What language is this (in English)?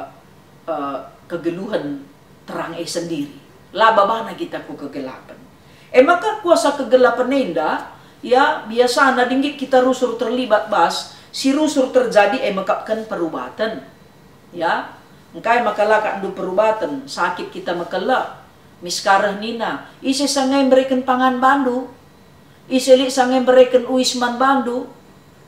Batak Karo